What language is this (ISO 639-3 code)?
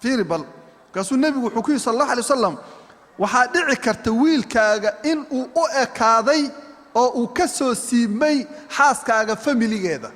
som